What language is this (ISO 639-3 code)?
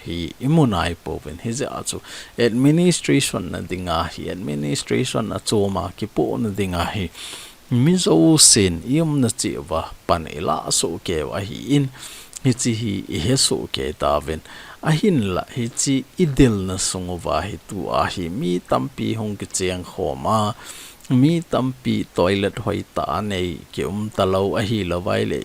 tcz